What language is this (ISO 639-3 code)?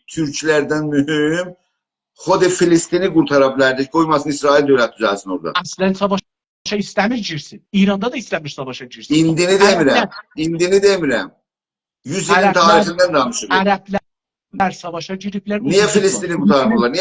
azb